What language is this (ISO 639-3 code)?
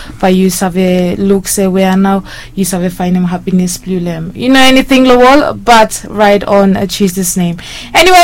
bis